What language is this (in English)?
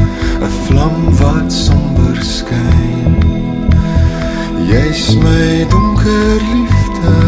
Afrikaans